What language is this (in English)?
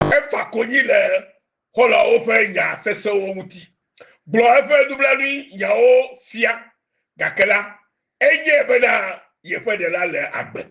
Ewe